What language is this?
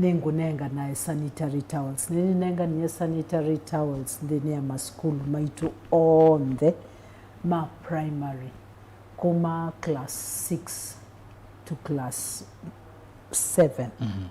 Kamba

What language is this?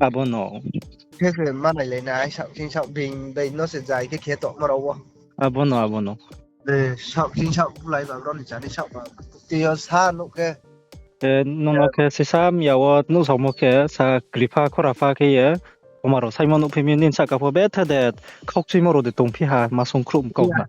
Riang (India)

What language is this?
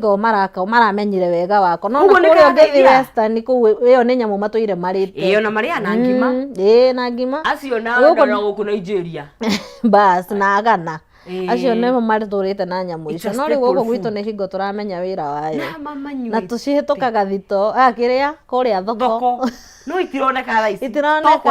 Kikuyu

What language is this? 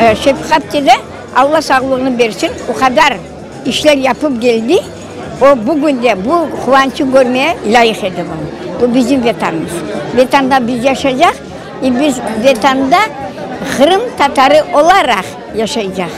Crimean Tatar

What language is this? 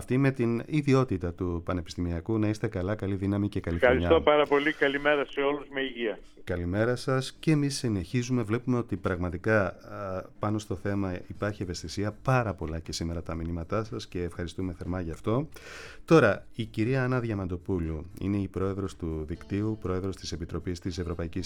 Greek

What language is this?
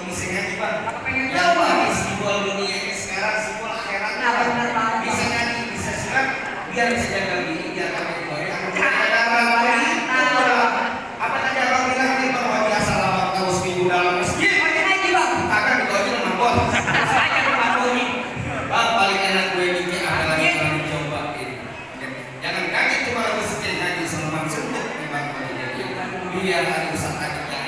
Betawi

